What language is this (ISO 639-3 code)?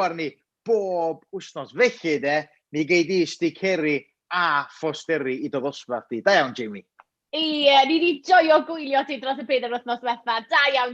cym